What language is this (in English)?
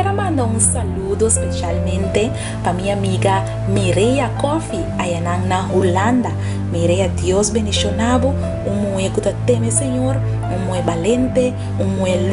Papiamento